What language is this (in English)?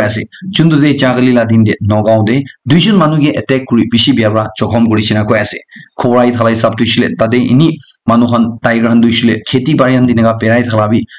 Naga Pidgin